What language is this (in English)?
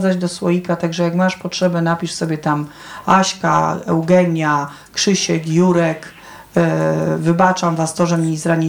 Polish